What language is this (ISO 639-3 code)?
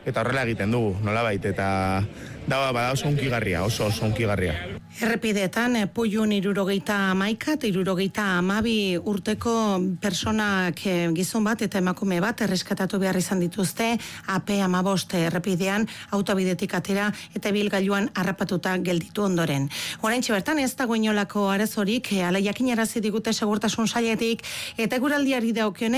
eus